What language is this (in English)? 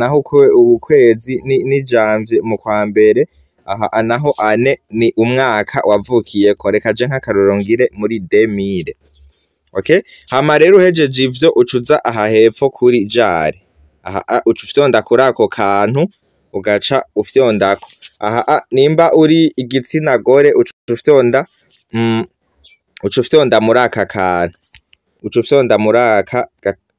Rundi